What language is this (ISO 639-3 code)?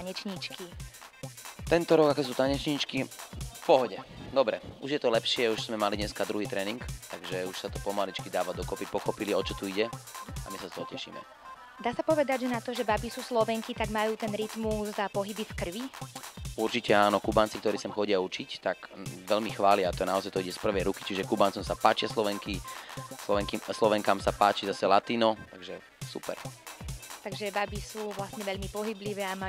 slk